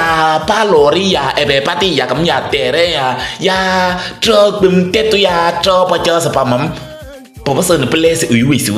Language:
Kabiyè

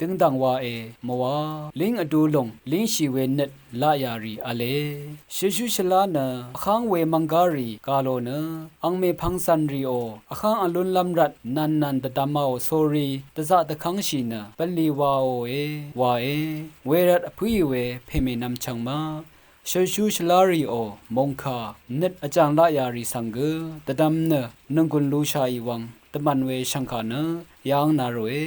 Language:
Rawang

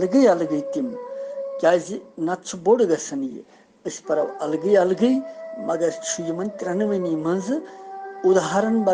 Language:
Kashmiri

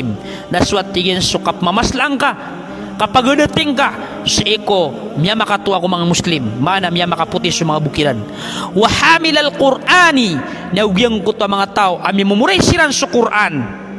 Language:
Maranao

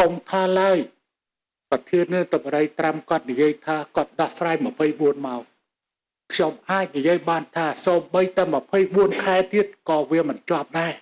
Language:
Khmer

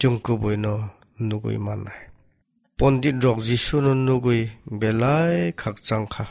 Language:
Kok Borok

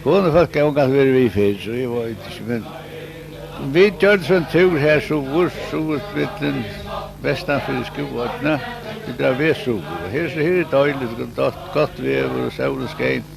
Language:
Faroese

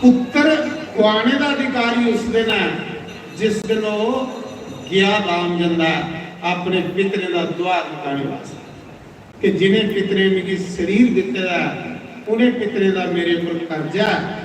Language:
Dogri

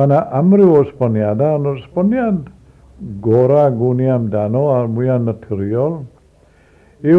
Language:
Welsh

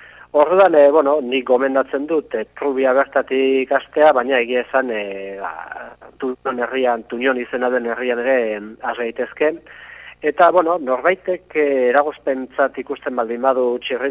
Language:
Basque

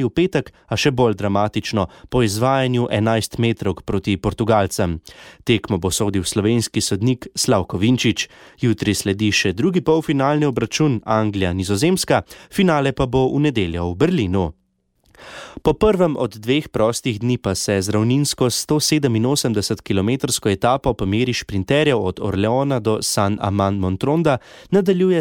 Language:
Slovenian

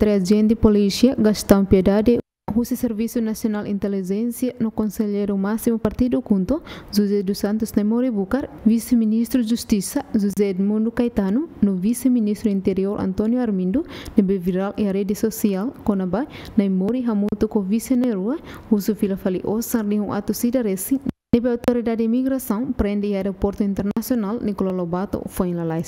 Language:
Tetum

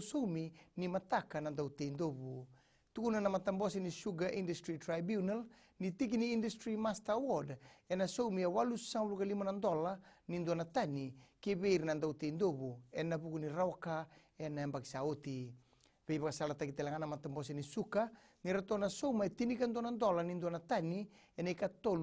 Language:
Fijian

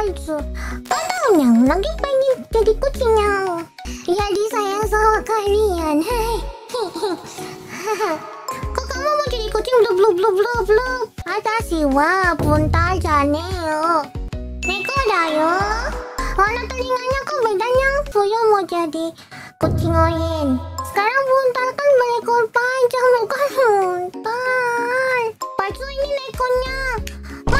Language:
Indonesian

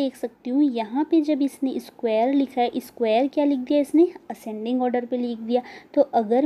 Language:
Hindi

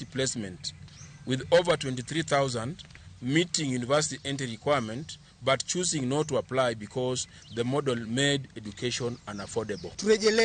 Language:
Luo (Kenya and Tanzania)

